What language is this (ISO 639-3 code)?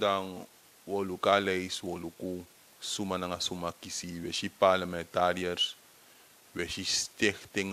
srn